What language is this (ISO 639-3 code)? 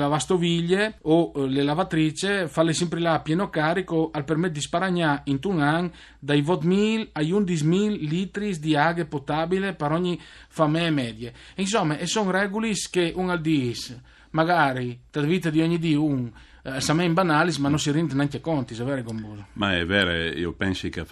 fur